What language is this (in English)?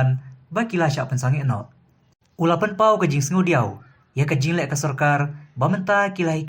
Khasi